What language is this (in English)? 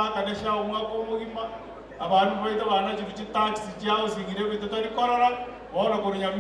Gusii